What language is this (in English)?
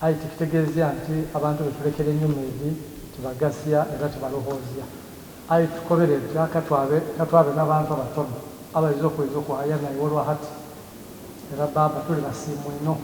Soga